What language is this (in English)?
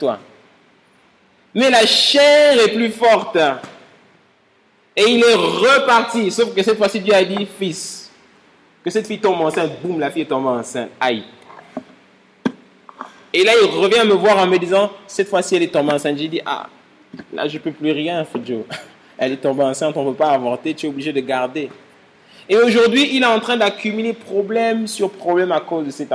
French